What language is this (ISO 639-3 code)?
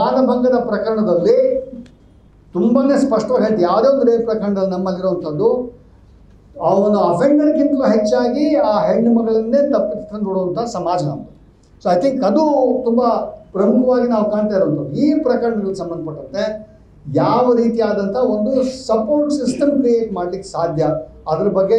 kan